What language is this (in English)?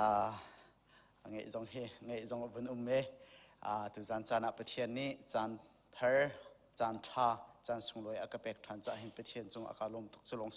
Hakha Chin